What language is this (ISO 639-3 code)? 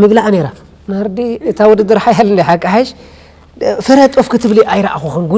tir